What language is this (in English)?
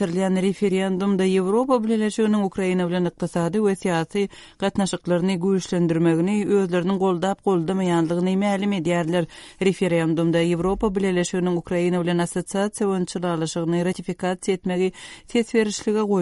Turkmen